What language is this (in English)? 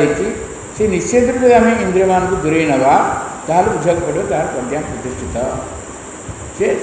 Odia